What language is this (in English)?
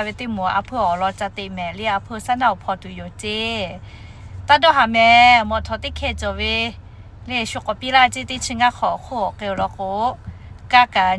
Lahu